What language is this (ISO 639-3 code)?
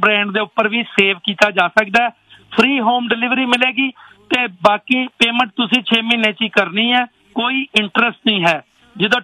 pan